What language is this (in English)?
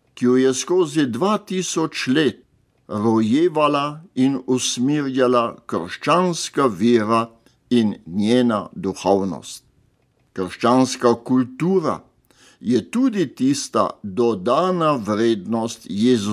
Slovenian